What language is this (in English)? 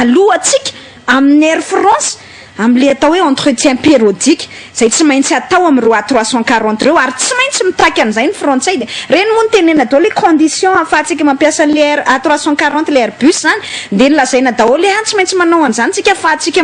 Malagasy